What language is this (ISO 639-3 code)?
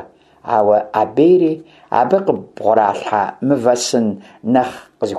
kbd